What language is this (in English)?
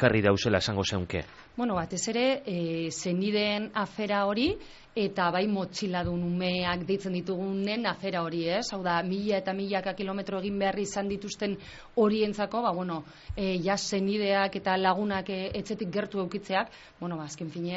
Basque